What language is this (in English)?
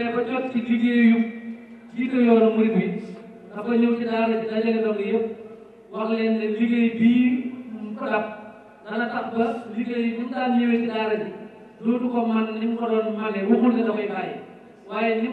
Wolof